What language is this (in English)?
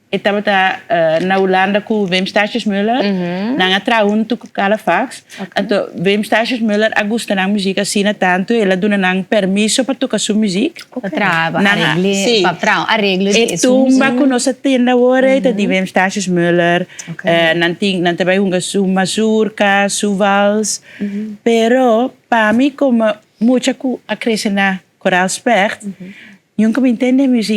Papiamento